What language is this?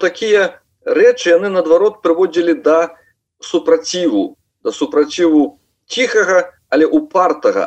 Belarusian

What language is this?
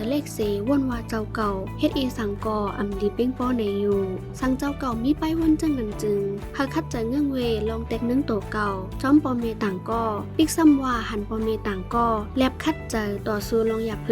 Shan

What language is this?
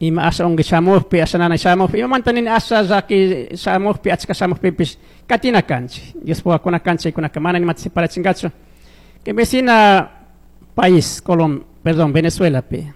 Chimborazo Highland Quichua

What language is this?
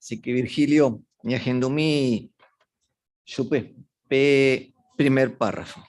Guarani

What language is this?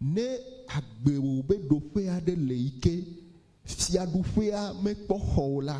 Ewe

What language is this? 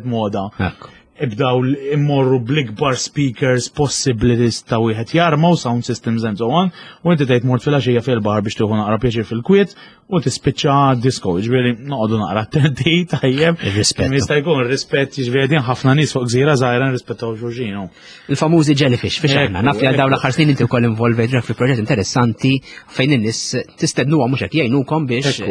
Maltese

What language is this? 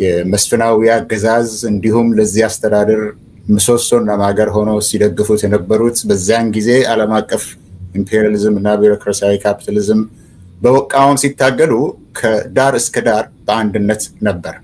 Amharic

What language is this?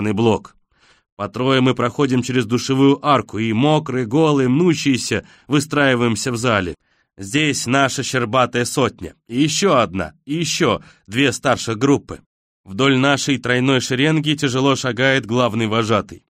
Russian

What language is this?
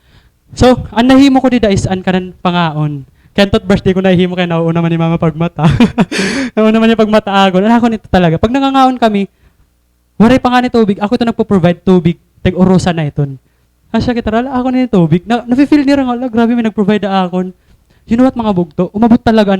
Waray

